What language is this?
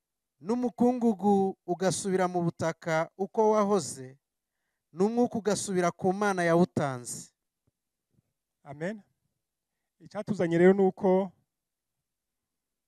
Kinyarwanda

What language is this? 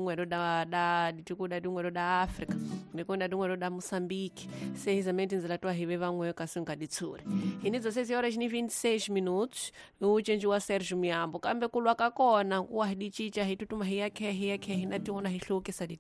Tsonga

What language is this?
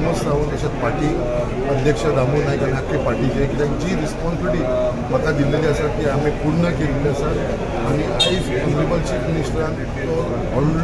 Konkani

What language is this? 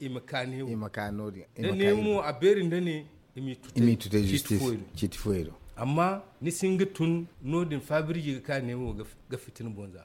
Zarma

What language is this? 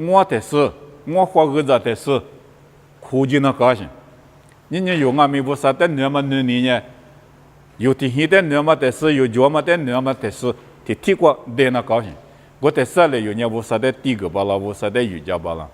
Lisu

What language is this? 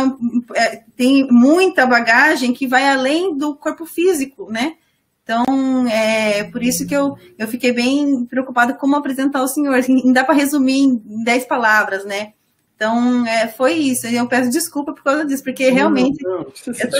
Portuguese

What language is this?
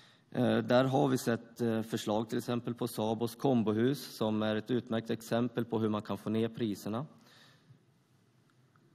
Swedish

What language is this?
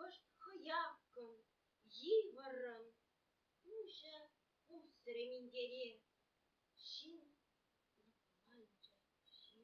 Chuvash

